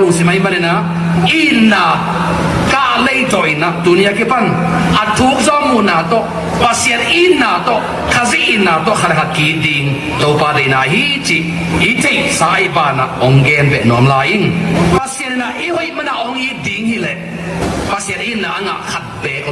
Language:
Tedim Chin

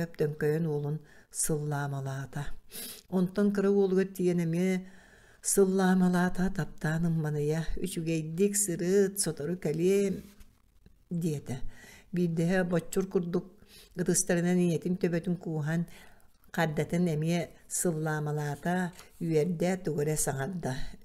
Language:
Yakut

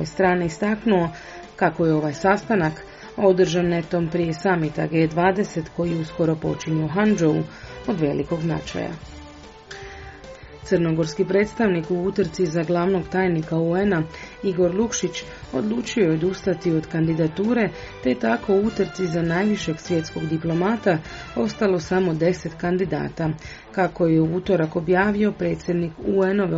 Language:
Croatian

